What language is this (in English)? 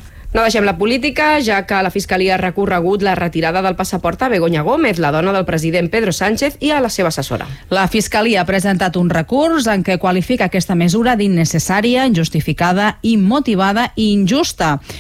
Catalan